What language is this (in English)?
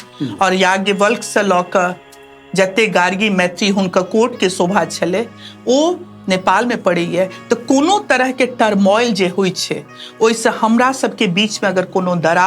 Maithili